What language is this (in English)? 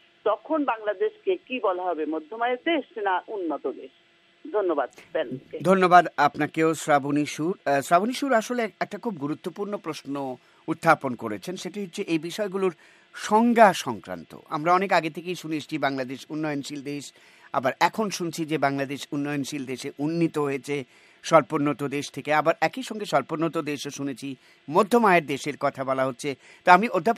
Bangla